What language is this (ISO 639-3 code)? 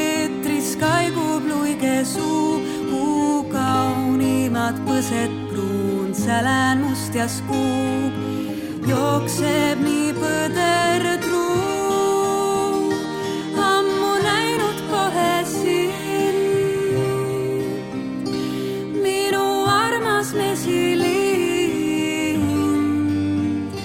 est